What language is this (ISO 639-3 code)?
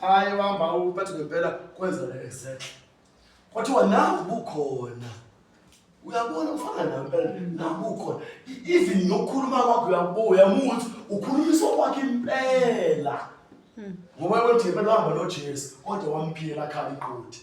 zul